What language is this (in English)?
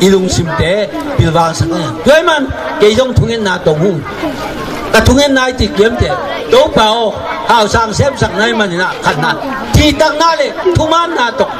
Tedim Chin